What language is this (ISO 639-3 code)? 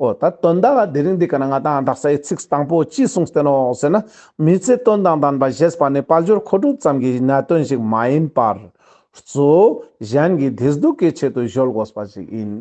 lbj